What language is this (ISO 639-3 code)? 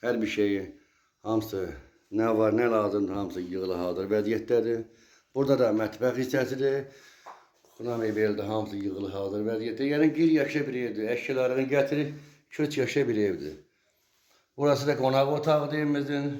aze